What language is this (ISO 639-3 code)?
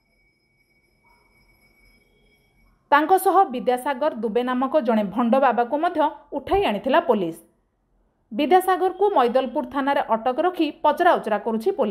ori